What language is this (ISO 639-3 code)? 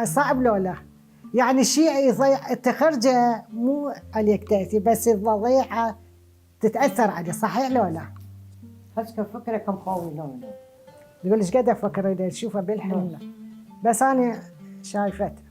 acm